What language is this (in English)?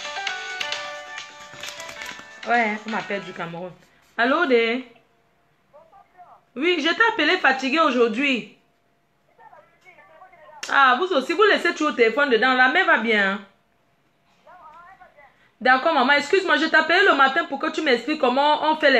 French